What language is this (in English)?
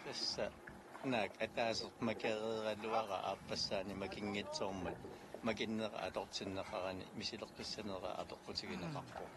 Kalaallisut